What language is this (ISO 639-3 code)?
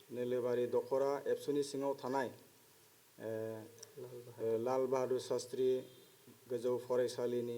brx